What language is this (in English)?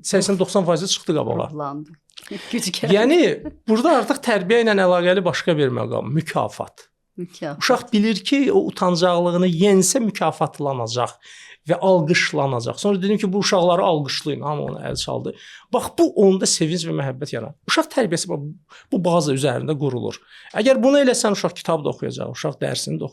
Azerbaijani